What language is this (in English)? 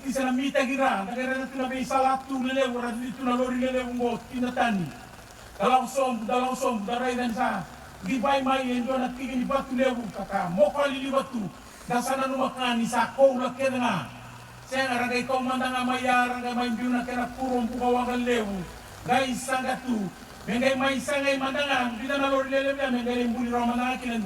Fijian